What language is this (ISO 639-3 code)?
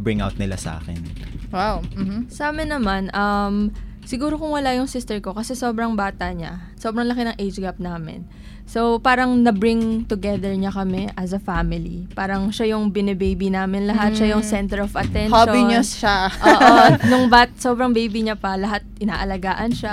fil